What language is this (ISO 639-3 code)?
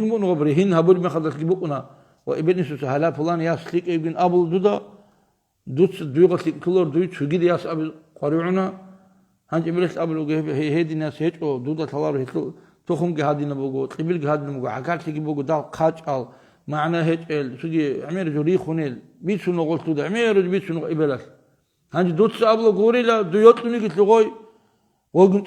ava